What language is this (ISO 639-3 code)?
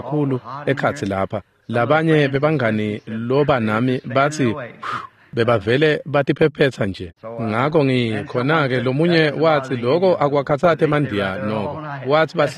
ssw